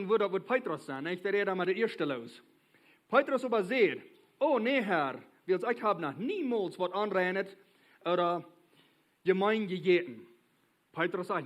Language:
Plautdietsch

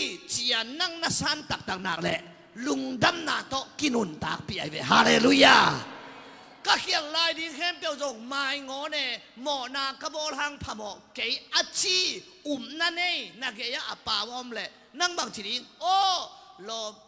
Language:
Tedim Chin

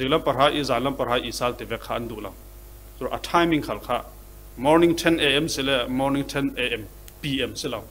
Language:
Falam Chin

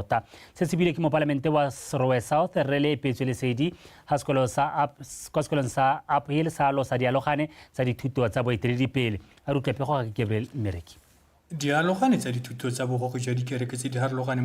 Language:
Tswana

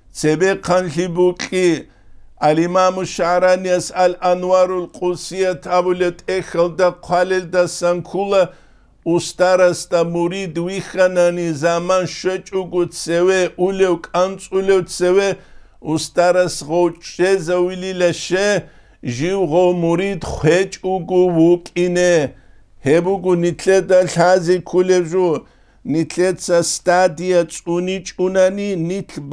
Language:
Avaric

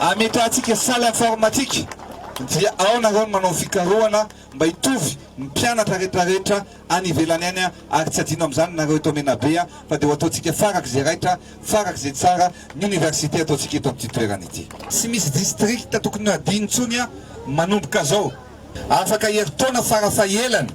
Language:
Malagasy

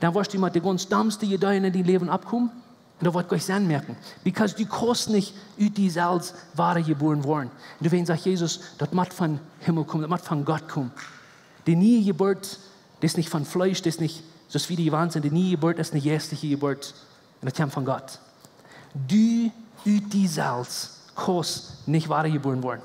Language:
Plautdietsch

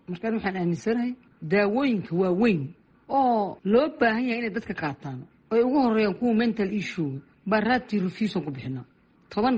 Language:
Somali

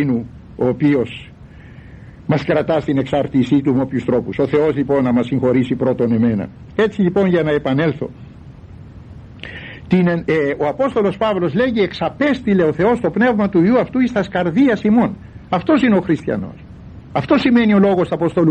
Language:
Greek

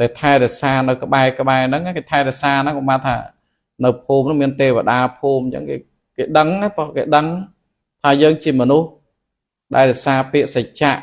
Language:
Khmer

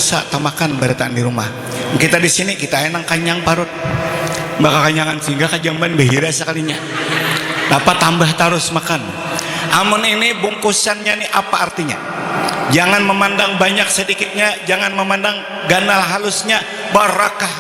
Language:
Banjar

